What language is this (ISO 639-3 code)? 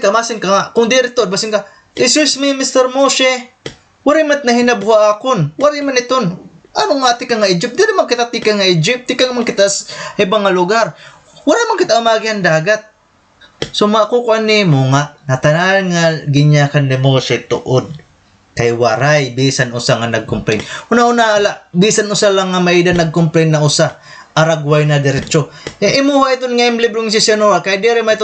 war